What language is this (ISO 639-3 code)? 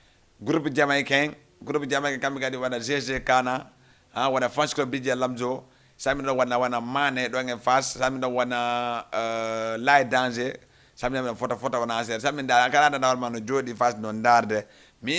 ful